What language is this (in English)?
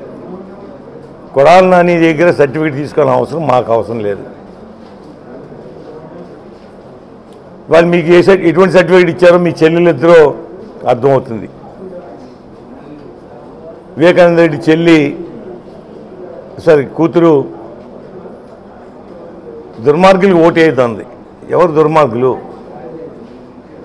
Telugu